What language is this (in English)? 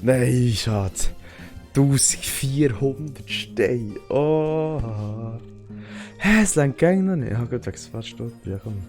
Swiss German